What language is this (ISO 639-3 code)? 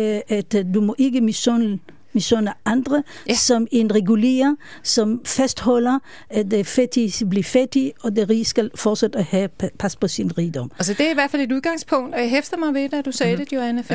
dan